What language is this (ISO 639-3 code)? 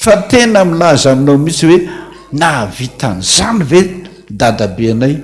mlg